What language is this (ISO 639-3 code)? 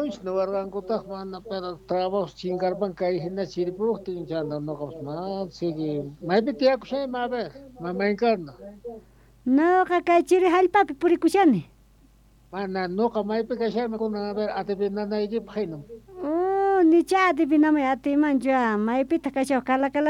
que